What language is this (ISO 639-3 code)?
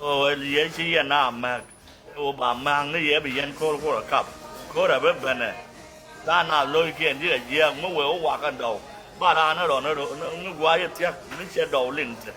nus